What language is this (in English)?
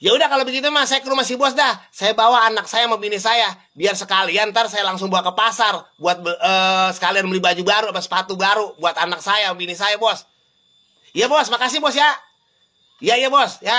Betawi